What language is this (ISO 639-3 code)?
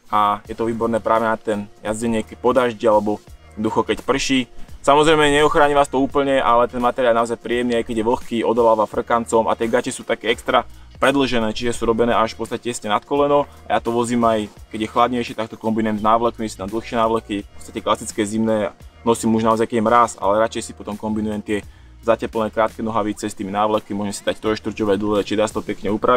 slk